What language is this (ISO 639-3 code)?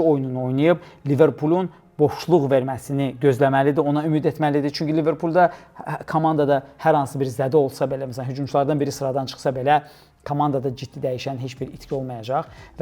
aze